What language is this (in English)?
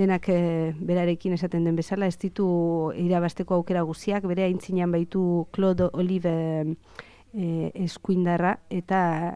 Basque